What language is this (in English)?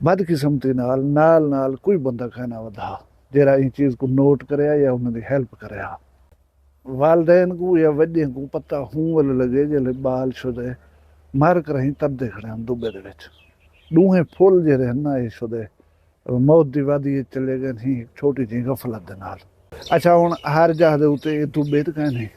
Saraiki